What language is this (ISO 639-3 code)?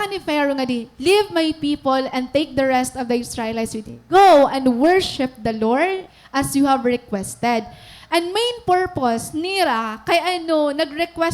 war